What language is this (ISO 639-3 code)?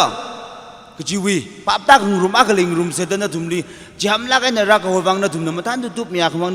nmf